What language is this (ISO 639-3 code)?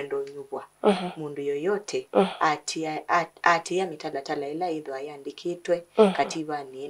kam